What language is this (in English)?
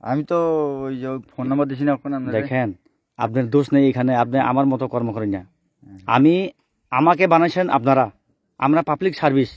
Kok Borok